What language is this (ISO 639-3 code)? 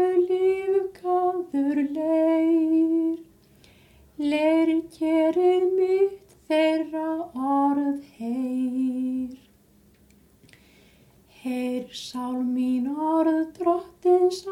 isl